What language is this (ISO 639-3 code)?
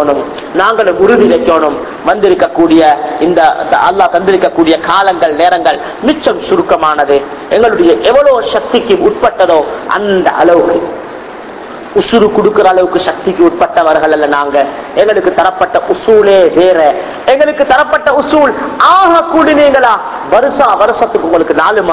tam